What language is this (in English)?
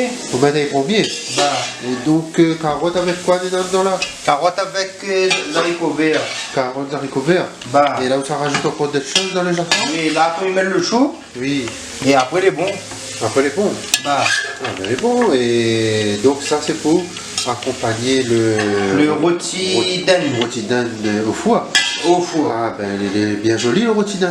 Réunion Creole French